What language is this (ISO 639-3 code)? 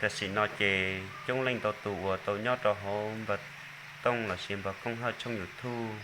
hmn